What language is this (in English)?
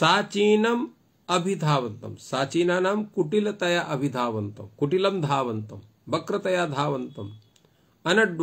Sanskrit